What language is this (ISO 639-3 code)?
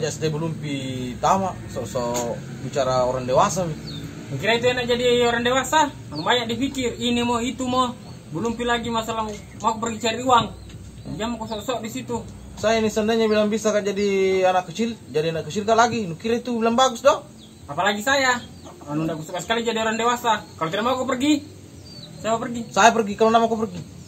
mfp